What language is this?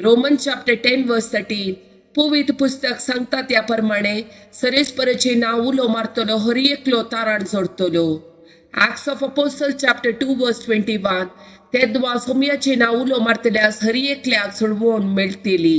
Konkani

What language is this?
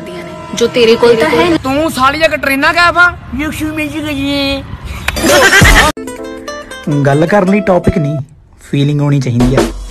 Punjabi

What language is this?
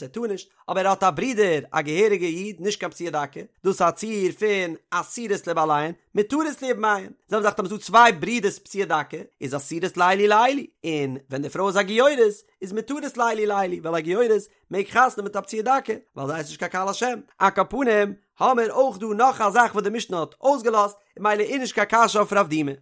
Yiddish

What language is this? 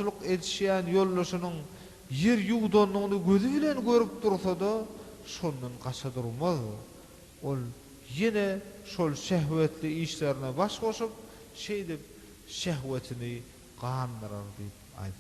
Turkmen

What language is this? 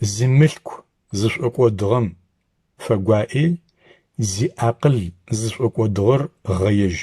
Adyghe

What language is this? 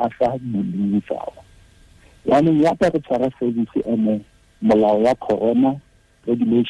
Tswana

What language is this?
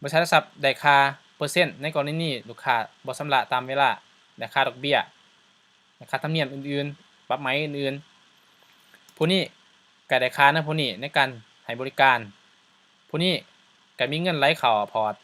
Lao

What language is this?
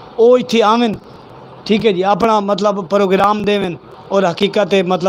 Saraiki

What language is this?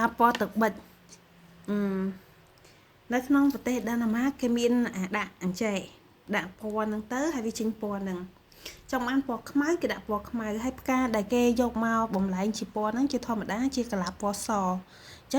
Khmer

